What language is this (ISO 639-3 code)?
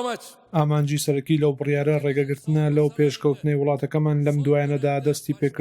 ckb